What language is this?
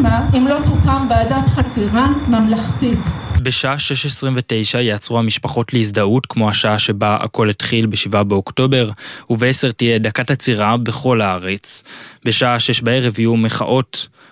Hebrew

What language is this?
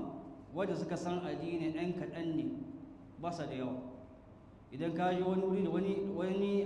Hausa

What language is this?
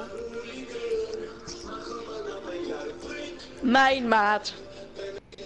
Dutch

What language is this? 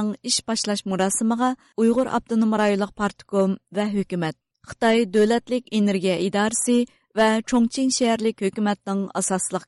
Uyghur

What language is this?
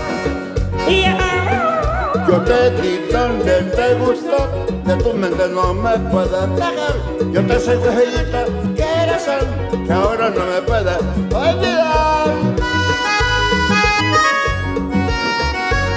Spanish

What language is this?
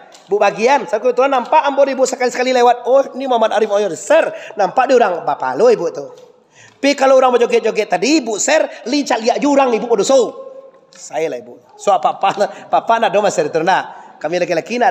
Minangkabau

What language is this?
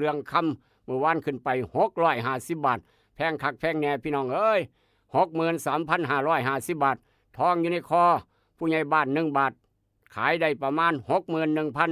Northeastern Thai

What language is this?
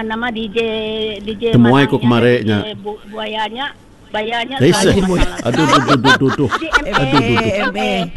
Iban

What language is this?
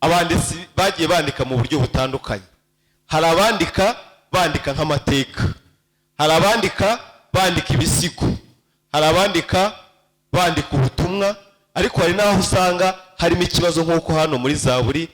Kinyarwanda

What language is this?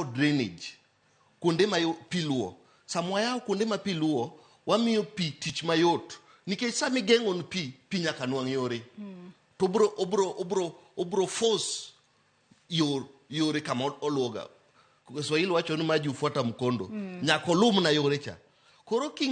Luo (Kenya and Tanzania)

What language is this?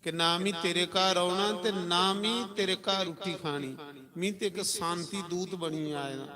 Dogri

